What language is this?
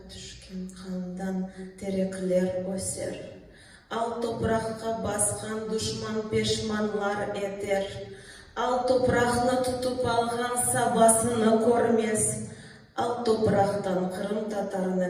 Crimean Tatar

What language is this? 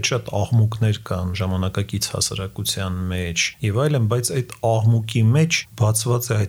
Armenian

